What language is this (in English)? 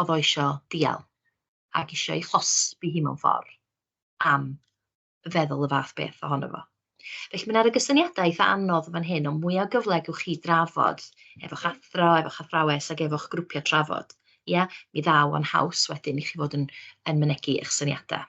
Welsh